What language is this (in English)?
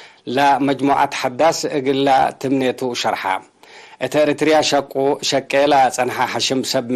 Tigre